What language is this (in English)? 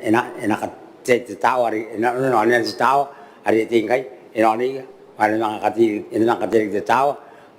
Gilbertese